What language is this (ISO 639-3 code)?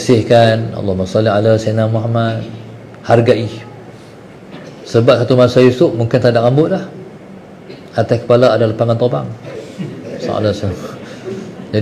msa